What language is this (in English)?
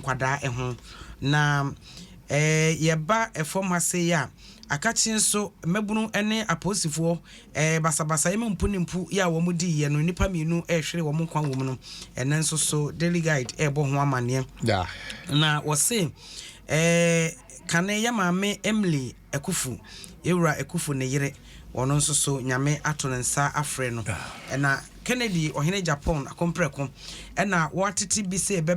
Akan